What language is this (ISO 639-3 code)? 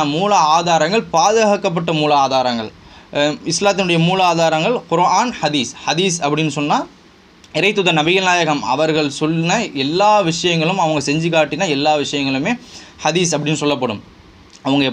tam